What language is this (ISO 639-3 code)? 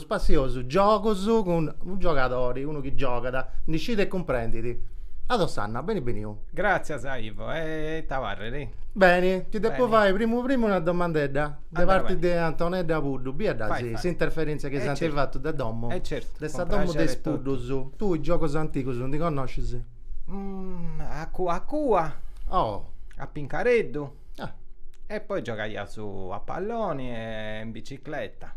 srd